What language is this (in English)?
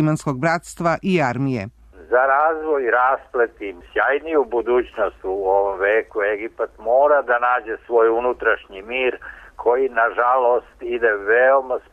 Serbian